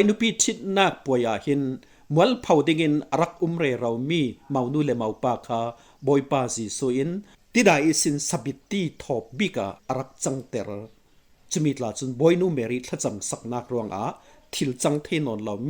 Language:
Falam Chin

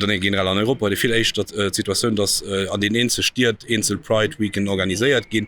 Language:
Luxembourgish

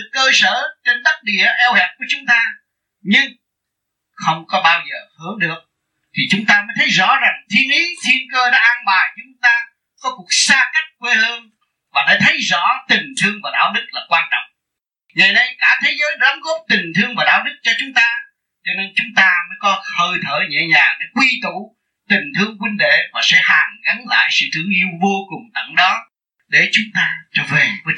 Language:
Vietnamese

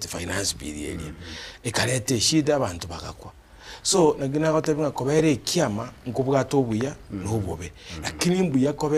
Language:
Gusii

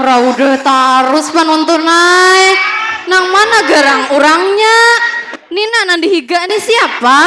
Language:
Banjar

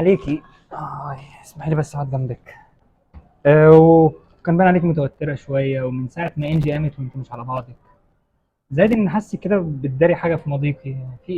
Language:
Egyptian Arabic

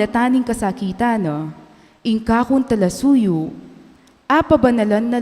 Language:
Pampanga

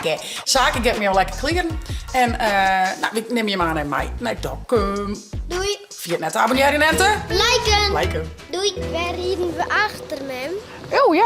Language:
Western Frisian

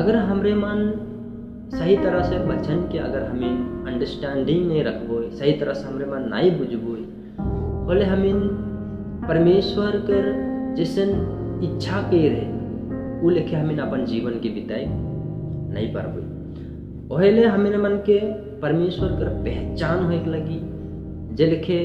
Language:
Sadri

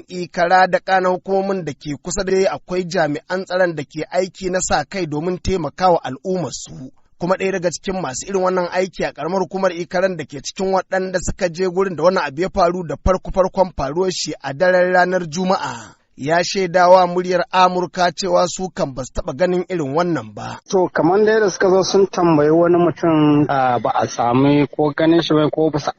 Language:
Hausa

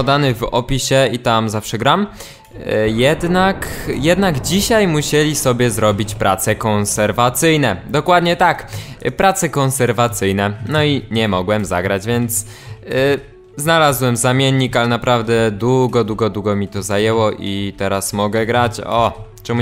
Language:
Polish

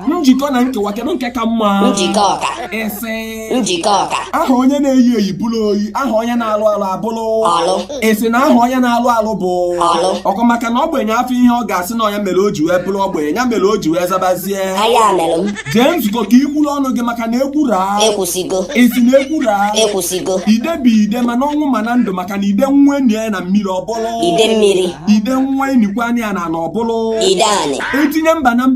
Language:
Igbo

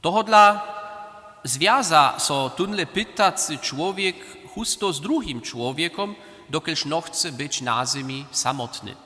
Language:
Upper Sorbian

